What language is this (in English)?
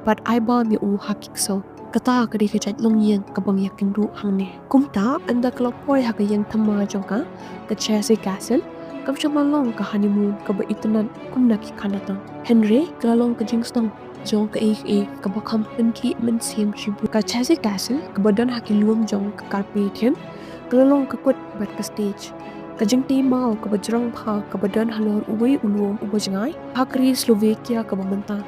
Khasi